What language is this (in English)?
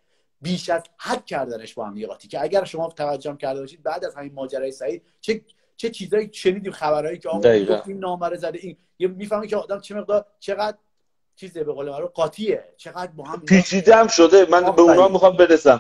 Persian